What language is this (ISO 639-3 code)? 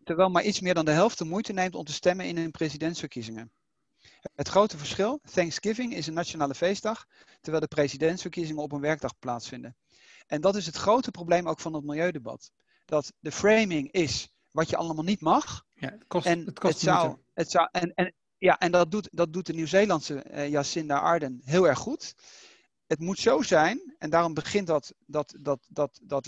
nld